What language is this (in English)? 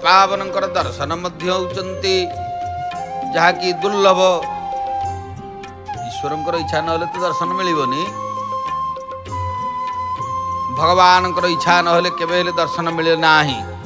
Odia